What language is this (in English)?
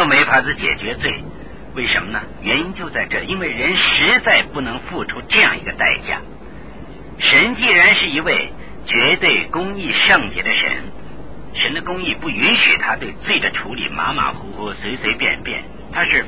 Chinese